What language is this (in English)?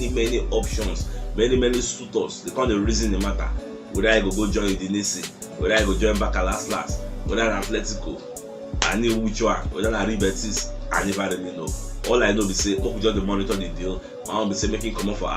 Nigerian Pidgin